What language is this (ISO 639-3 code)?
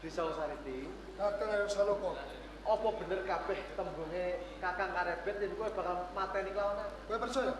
jav